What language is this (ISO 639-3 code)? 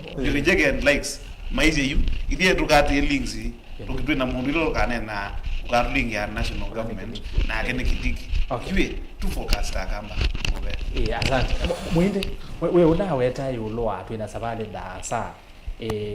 kam